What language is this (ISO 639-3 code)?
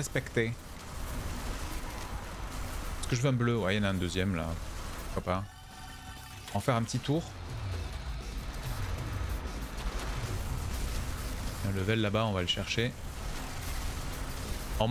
fra